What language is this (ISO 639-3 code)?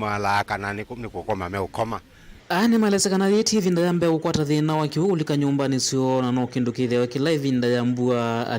kam